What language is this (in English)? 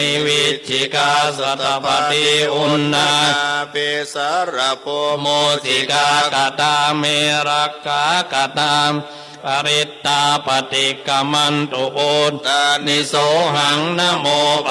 Pali